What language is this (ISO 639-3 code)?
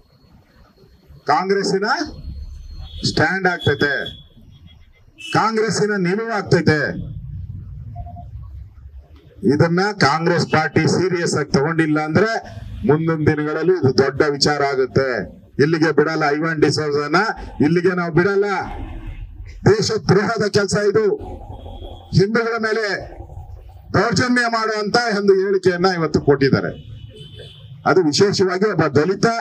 kan